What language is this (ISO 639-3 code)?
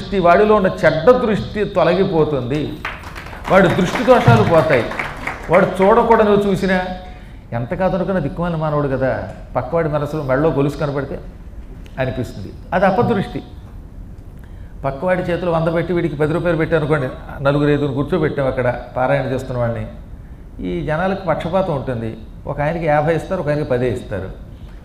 tel